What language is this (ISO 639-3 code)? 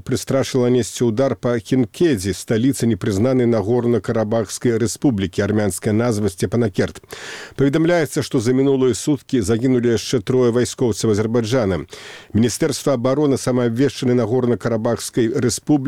bel